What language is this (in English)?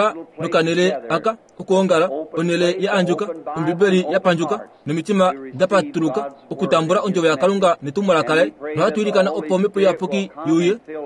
Kuanyama